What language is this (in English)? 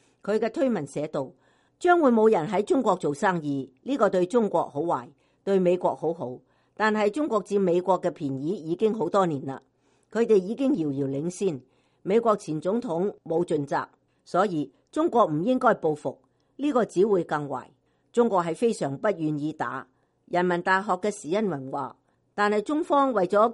Cantonese